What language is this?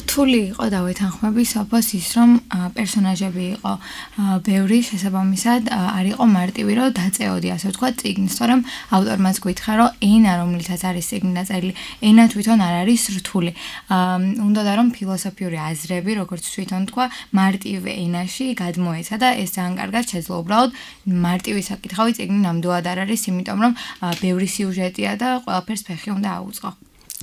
Georgian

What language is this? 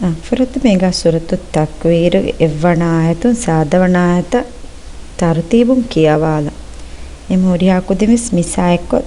Divehi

